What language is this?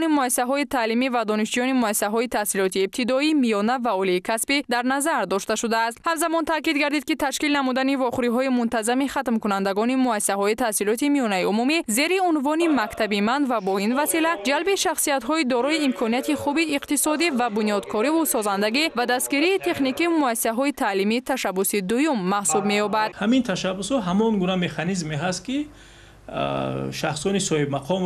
Tajik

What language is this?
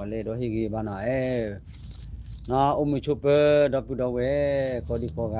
S'gaw Karen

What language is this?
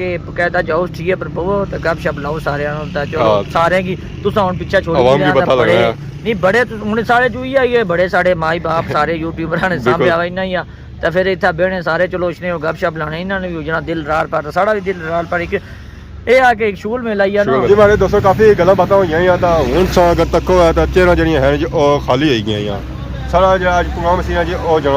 Pahari-Potwari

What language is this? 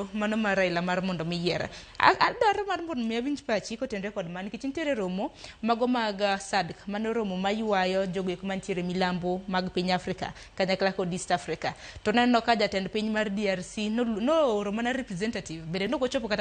Luo (Kenya and Tanzania)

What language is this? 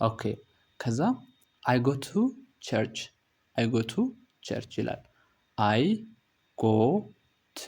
Amharic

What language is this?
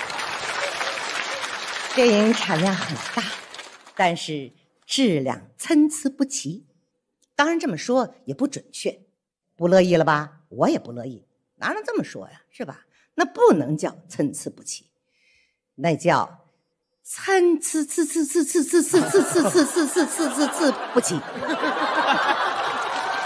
Chinese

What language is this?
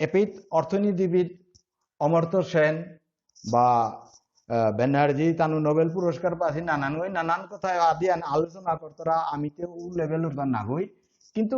Bishnupriya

